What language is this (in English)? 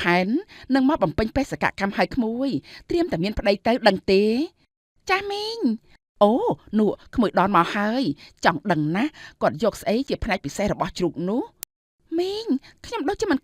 Khmer